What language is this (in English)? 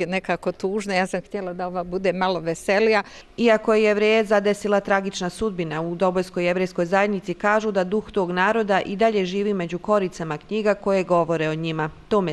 Bosnian